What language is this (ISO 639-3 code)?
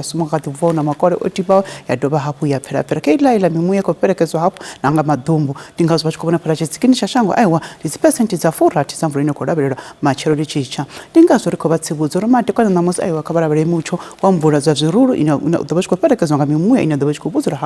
ven